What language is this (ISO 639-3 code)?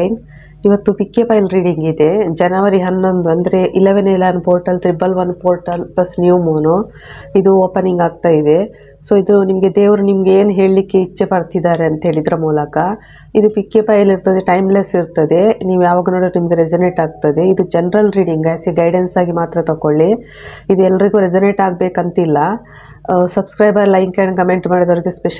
kan